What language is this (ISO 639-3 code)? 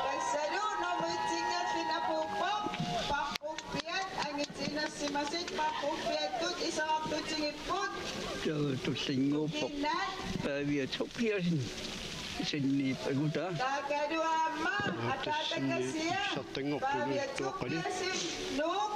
kal